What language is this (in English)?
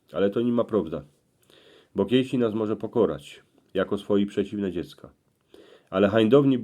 Silesian